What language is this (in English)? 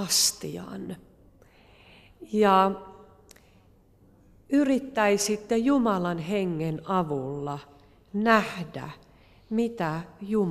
Finnish